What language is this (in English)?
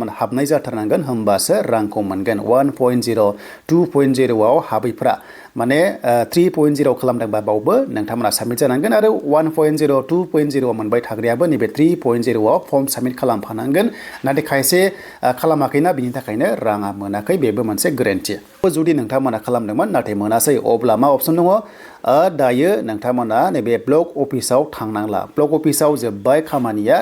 Bodo